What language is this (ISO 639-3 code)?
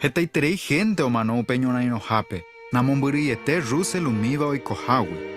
grn